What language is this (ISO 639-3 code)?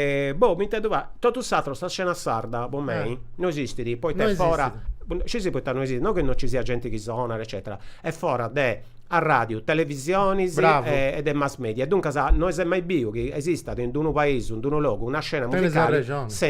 srd